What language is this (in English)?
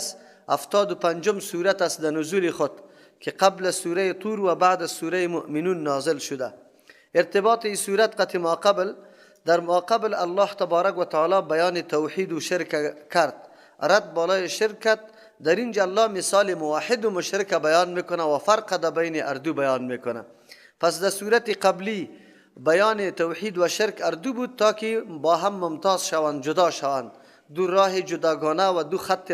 Persian